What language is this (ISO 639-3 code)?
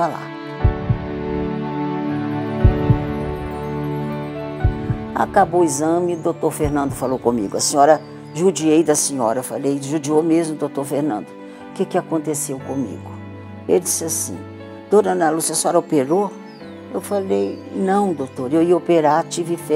por